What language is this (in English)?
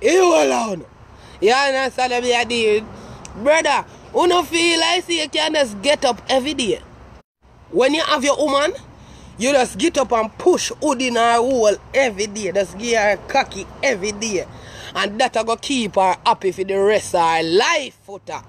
Jamaican Creole English